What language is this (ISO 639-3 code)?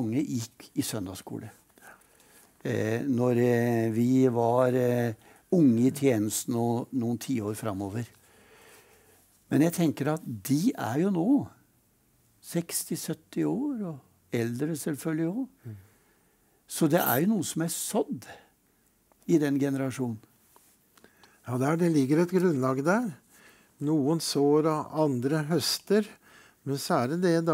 nor